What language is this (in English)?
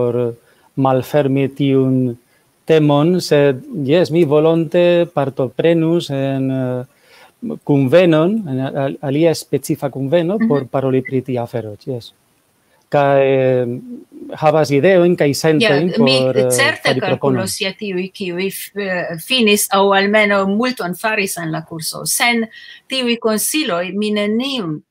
Esperanto